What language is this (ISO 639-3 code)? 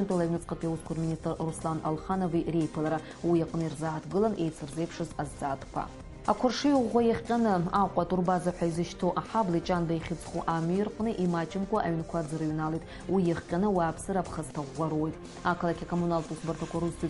abk